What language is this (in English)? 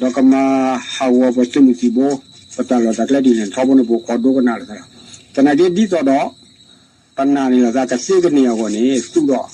S'gaw Karen